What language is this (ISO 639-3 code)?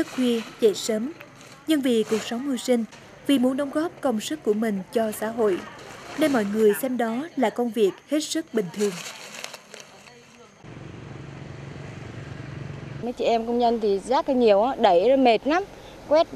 vie